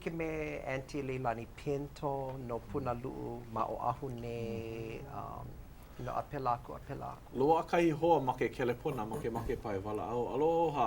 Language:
Hawaiian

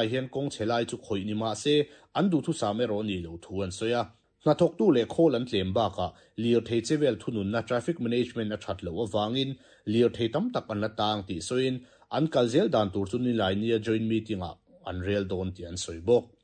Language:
Mizo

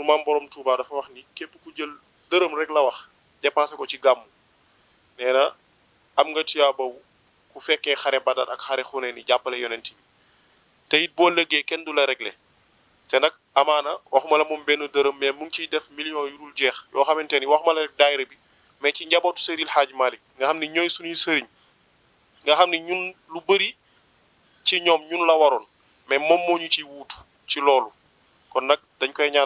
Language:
Wolof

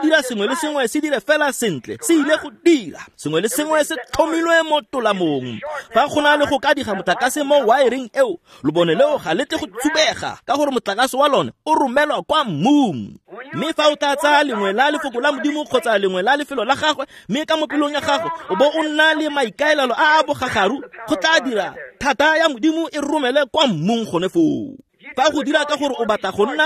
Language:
Tswana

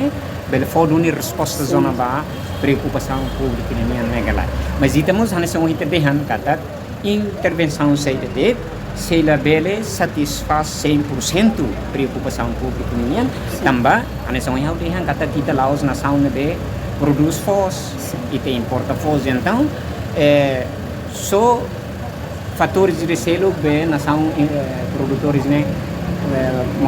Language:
Tetum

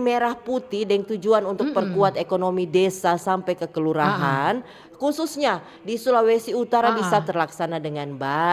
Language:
Manado Malay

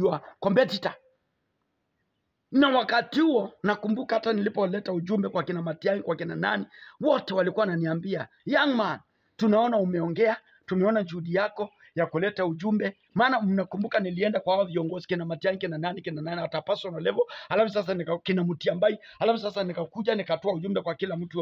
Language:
Swahili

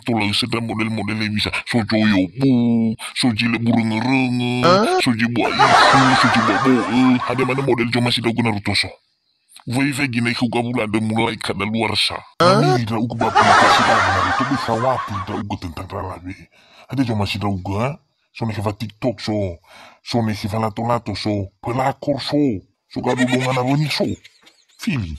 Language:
Nias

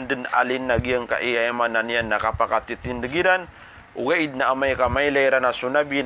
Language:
Maranao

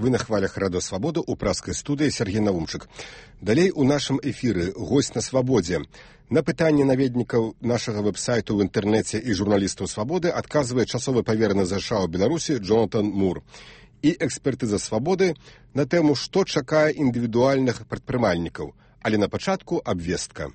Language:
Belarusian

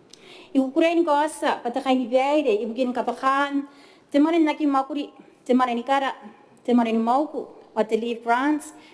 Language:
Gilbertese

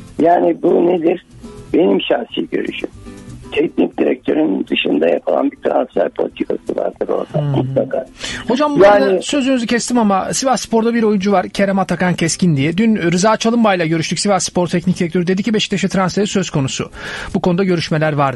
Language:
Turkish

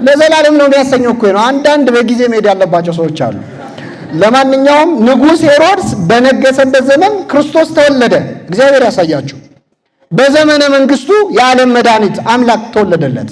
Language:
Amharic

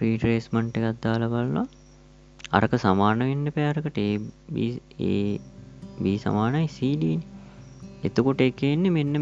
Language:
Sinhala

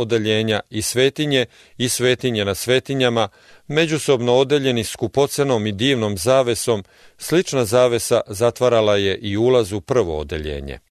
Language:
Serbian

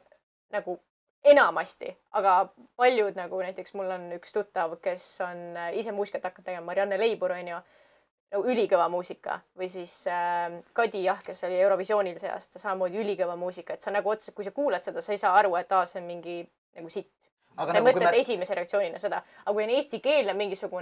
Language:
Estonian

